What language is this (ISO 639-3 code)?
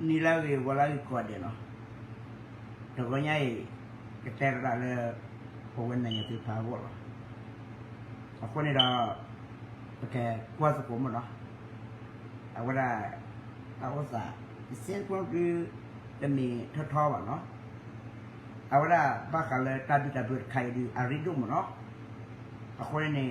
ksw